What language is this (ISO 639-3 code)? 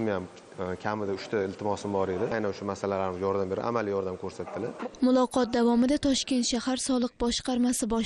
uzb